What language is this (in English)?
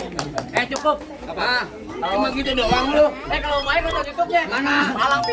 Betawi